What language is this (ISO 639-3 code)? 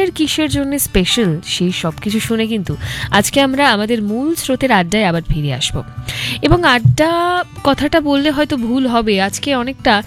ben